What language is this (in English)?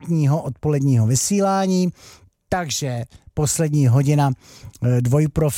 Czech